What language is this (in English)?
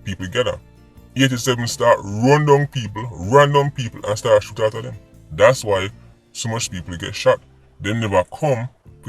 Jamaican Creole English